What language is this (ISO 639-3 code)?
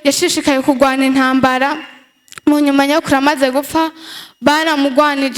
run